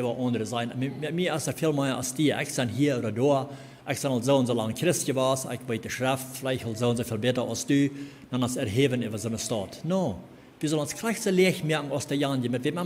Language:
Plautdietsch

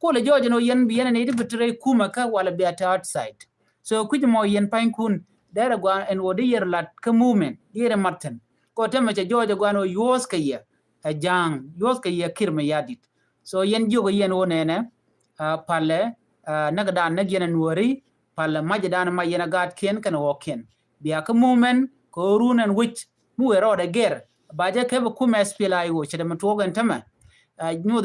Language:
Nuer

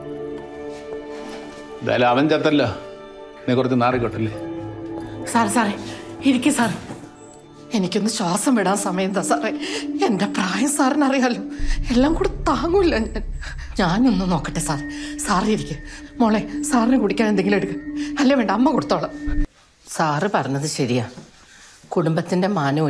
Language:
Malayalam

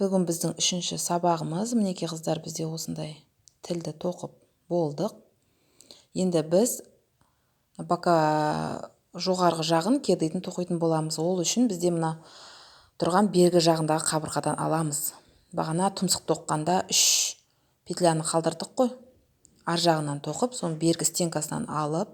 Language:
Kazakh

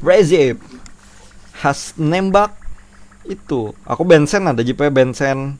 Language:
Banjar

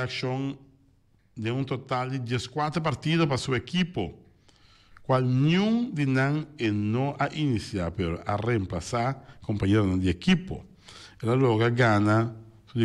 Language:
Papiamento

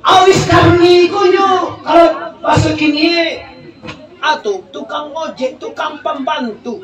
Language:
Minangkabau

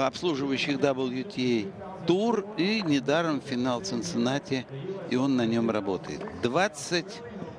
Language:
Russian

